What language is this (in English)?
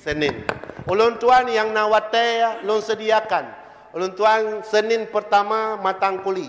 Achinese